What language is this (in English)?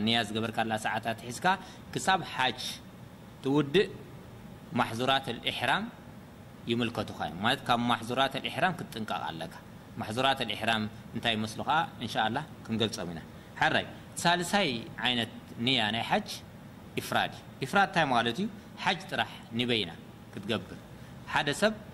Tigrinya